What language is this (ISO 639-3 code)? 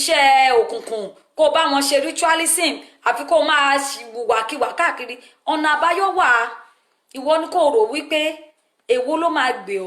yor